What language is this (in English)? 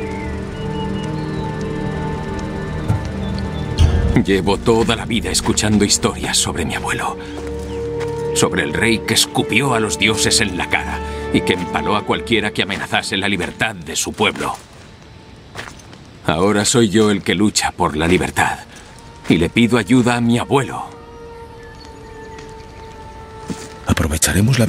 Spanish